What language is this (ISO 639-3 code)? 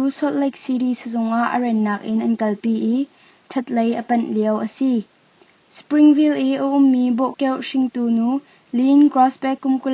cnh